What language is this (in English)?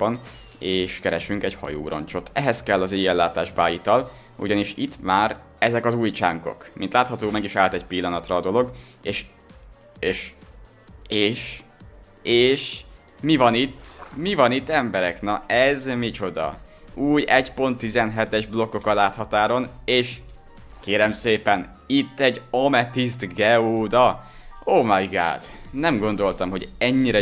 Hungarian